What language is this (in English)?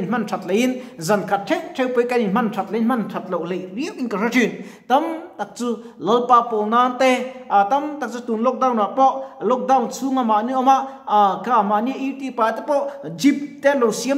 Mizo